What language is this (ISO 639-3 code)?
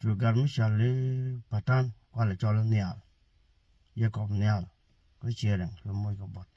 nus